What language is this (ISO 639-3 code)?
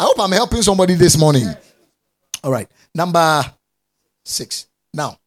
eng